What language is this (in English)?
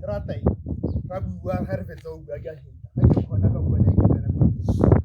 Tswana